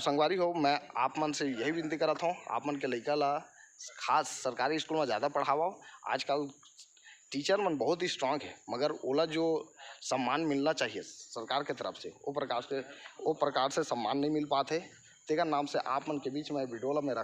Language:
Chhattisgarhi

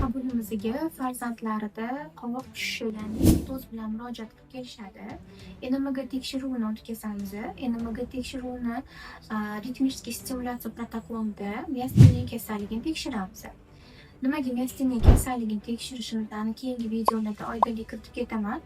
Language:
Uzbek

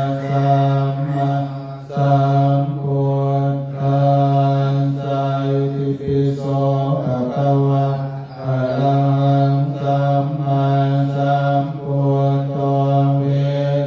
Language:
Pali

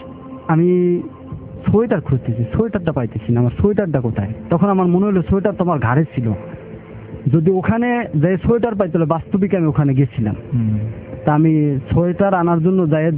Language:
Bangla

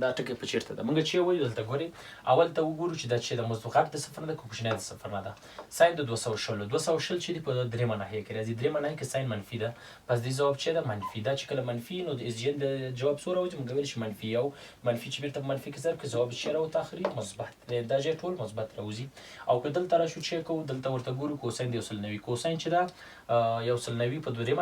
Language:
Pashto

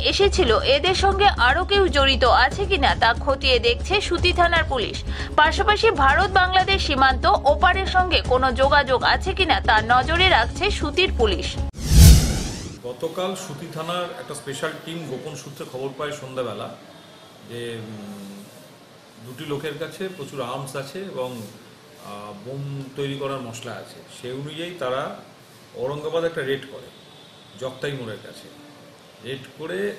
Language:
Bangla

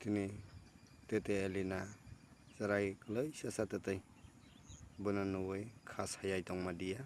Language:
Kok Borok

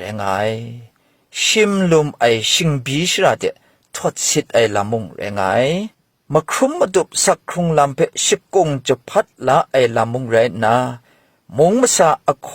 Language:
Kachin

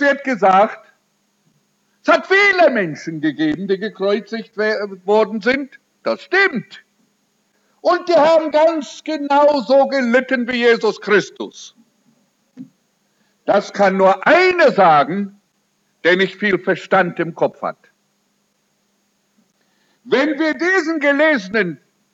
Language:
German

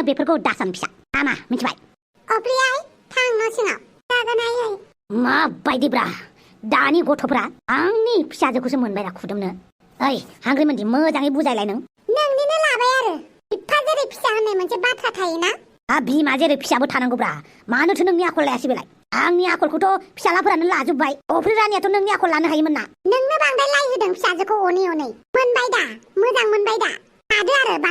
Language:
Bodo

